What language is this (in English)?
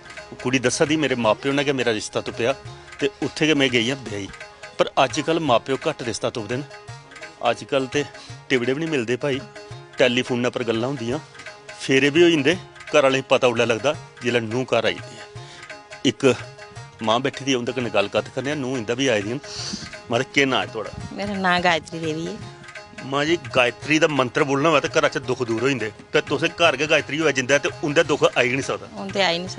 Dogri